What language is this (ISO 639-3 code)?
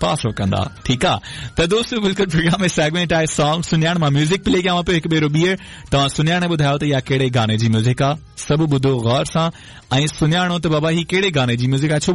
snd